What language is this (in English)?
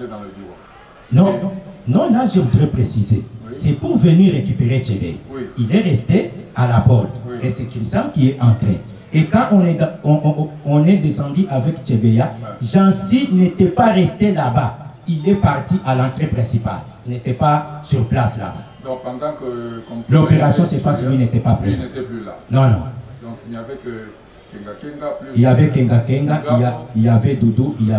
French